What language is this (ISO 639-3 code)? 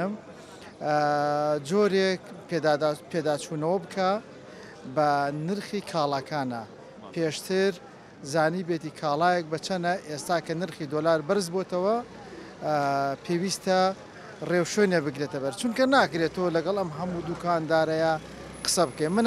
ckb